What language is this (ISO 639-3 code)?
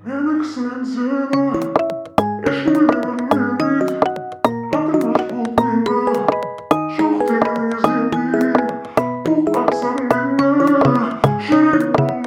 kaz